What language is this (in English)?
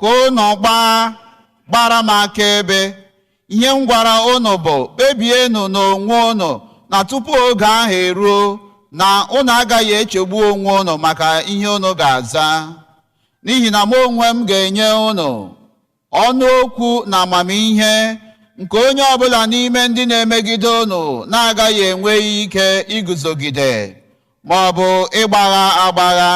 Igbo